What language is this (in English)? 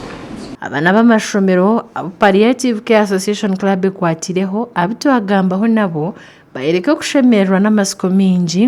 Nyankole